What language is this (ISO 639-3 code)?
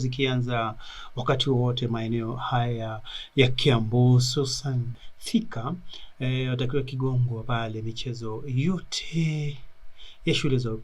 swa